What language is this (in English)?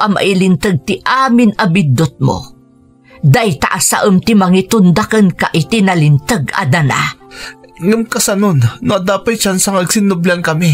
Iloko